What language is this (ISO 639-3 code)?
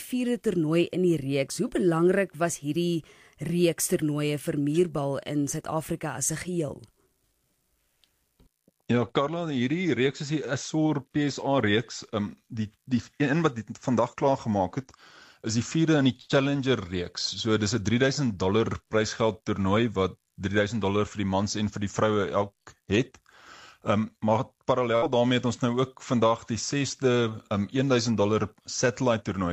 afr